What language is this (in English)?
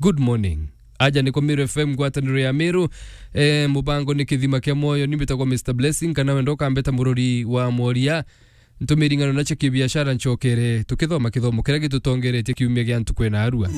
Meru